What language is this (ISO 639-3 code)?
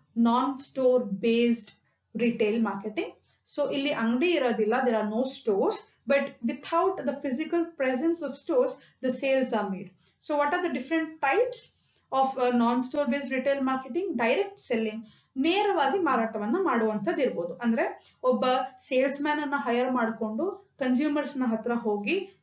kan